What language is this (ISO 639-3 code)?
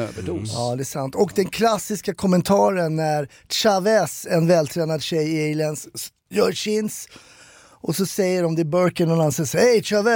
swe